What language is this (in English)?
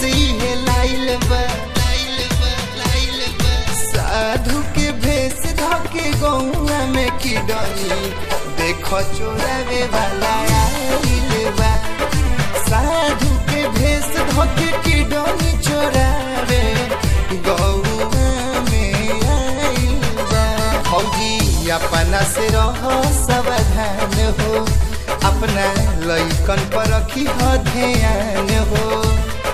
Bhojpuri